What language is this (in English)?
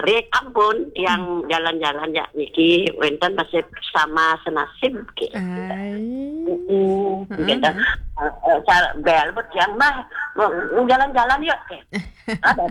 Balinese